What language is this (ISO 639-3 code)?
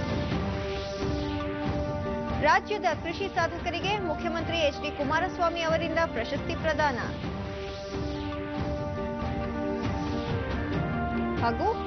kan